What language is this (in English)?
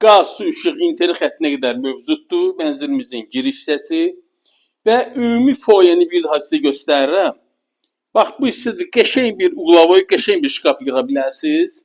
Azerbaijani